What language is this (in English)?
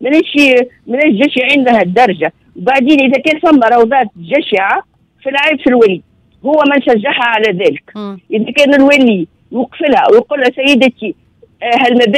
Tunisian Arabic